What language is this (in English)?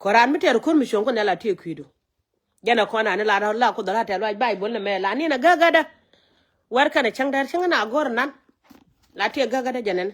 Nuer